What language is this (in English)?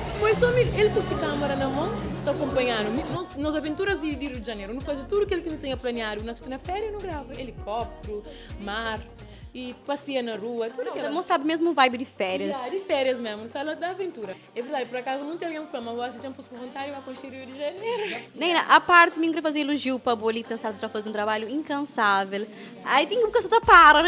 Kabuverdianu